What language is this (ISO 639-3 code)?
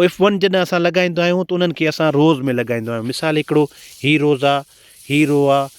snd